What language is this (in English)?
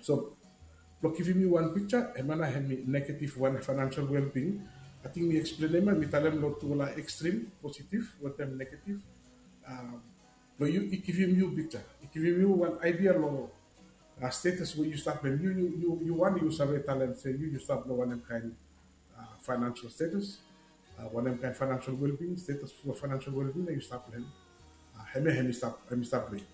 Bislama